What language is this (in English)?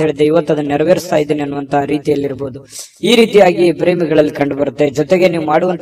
Kannada